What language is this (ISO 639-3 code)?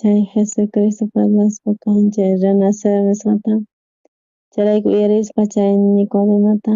quh